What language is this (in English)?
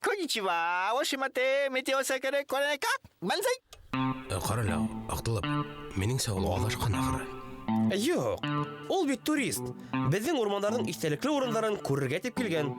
Bashkir